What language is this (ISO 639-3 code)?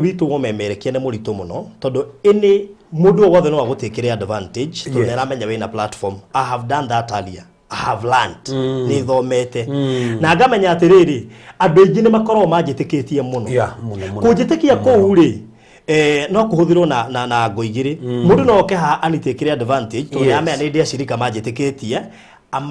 kik